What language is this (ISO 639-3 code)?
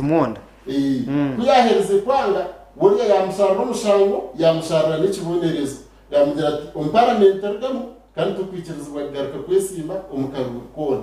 nyn